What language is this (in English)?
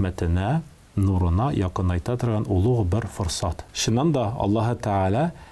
Tatar